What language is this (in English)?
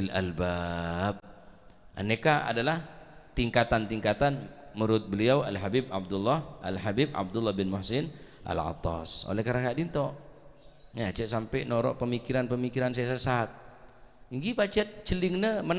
Madurese